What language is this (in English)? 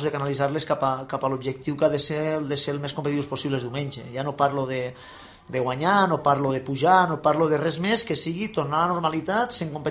Catalan